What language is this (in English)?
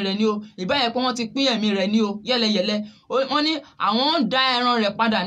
Yoruba